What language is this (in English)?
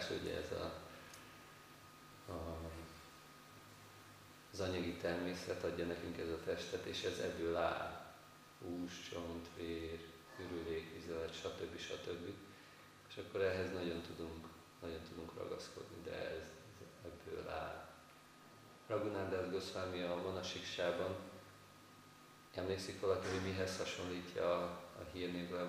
Hungarian